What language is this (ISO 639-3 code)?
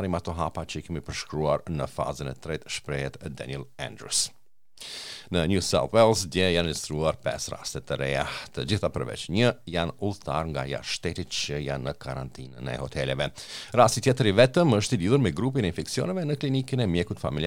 sqi